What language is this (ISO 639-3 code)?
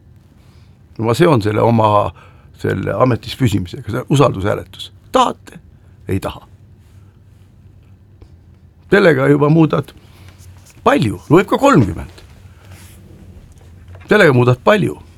est